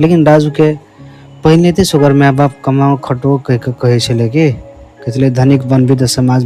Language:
Maithili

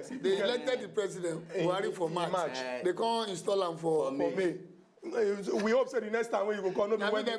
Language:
Nigerian Pidgin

